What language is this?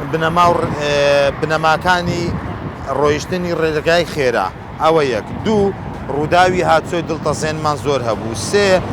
Central Kurdish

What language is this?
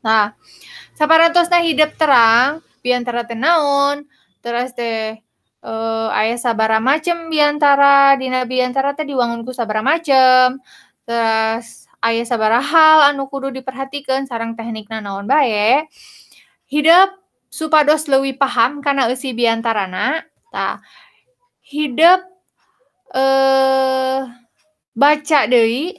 Sundanese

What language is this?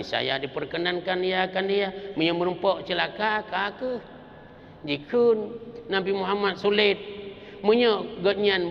Achinese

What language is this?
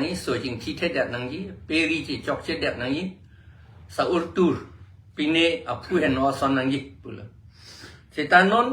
Karbi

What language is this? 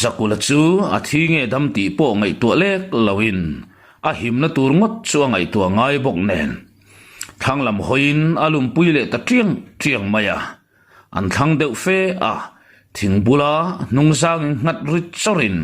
Mizo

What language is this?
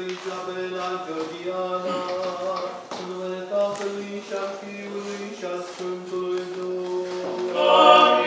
Romanian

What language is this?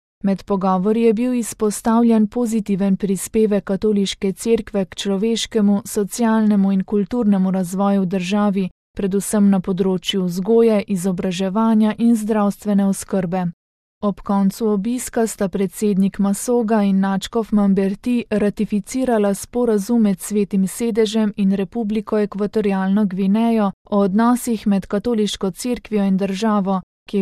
Slovenian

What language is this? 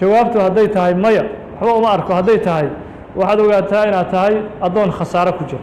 Somali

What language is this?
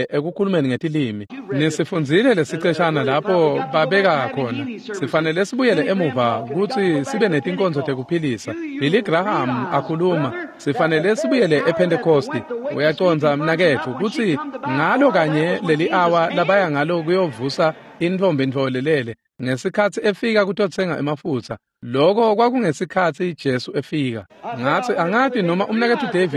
Swati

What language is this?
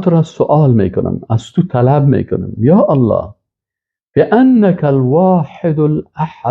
Persian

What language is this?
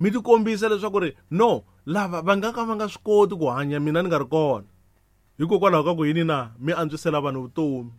Tsonga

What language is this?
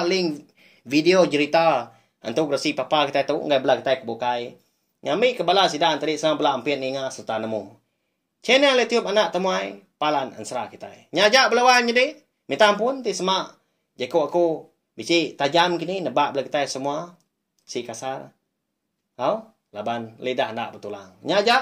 Iban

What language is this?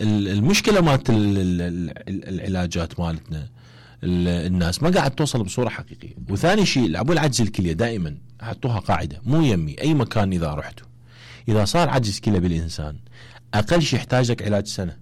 Mesopotamian Arabic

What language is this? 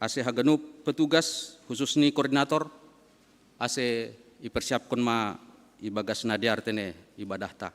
Batak Simalungun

